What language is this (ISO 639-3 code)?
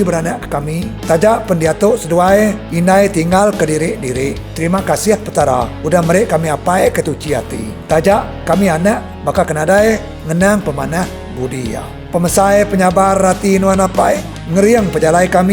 iba